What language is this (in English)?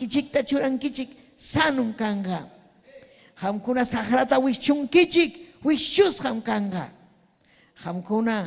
Ayacucho Quechua